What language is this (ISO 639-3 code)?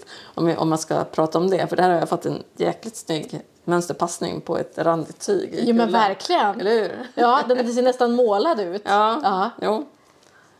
swe